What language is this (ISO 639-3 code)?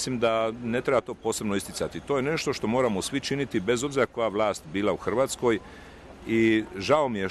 hrv